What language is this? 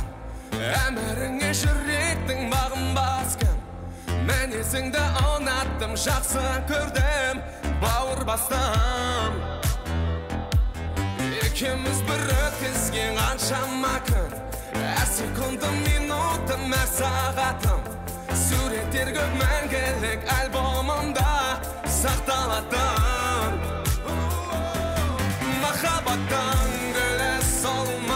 Kazakh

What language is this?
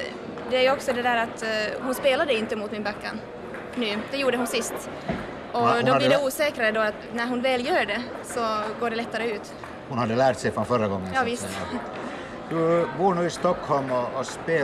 Swedish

